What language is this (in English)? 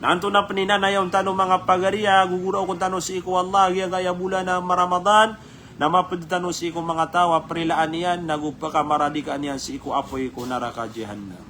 Maranao